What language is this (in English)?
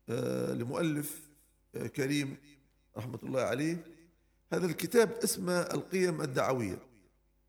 Arabic